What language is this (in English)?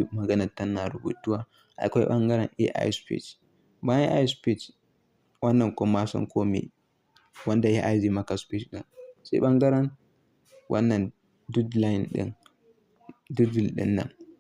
Hausa